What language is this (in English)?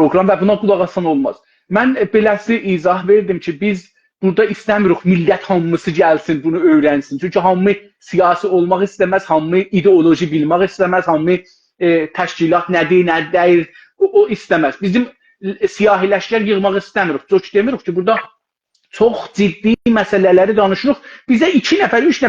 South Azerbaijani